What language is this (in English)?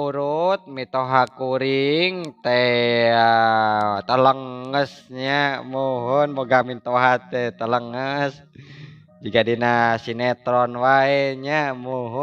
Sundanese